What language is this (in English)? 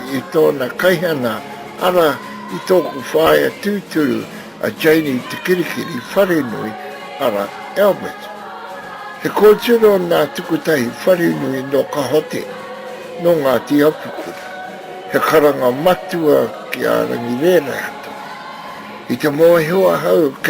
Māori